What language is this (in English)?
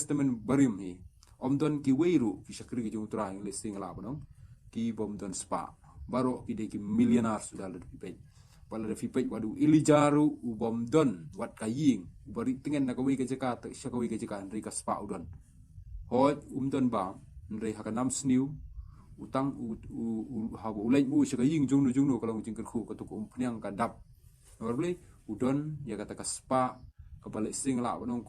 Khasi